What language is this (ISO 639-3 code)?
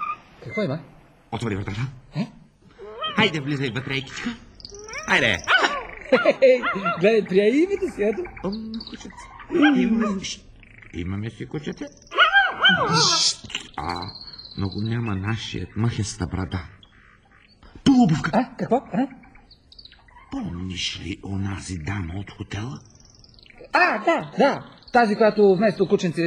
bul